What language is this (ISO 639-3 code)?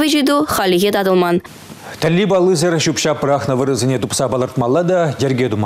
chv